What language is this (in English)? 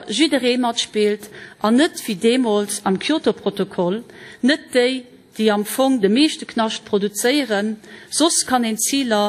Luxembourgish